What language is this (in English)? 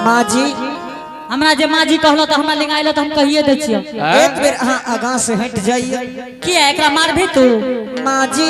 Angika